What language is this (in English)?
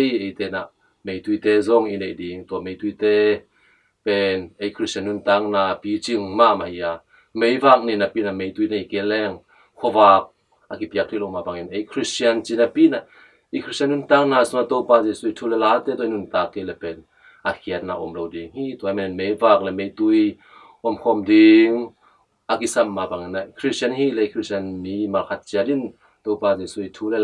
Tedim Chin